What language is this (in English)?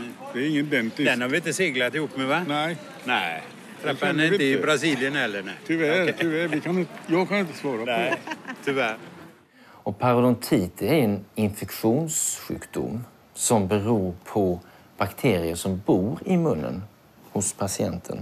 Swedish